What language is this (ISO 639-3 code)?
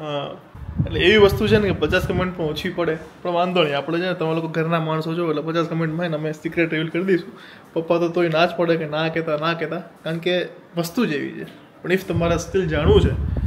guj